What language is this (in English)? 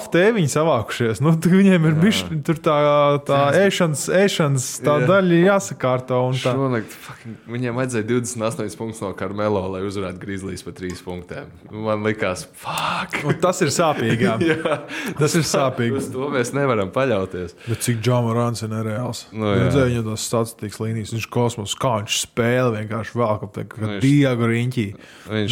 Latvian